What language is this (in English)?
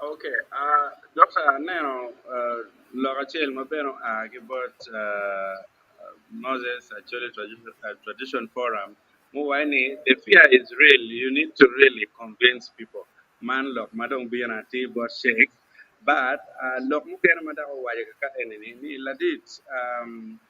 Acoli